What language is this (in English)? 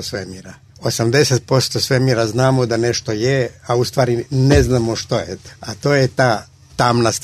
Croatian